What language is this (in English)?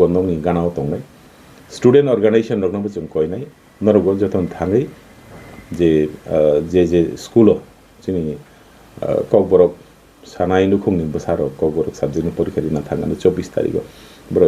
Kok Borok